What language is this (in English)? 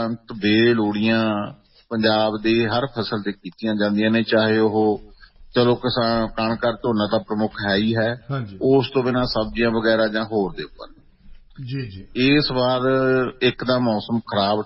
Punjabi